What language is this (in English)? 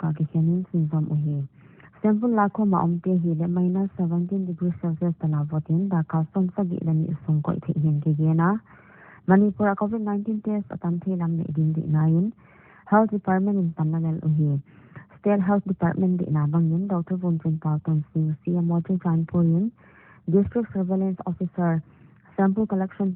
Paite Chin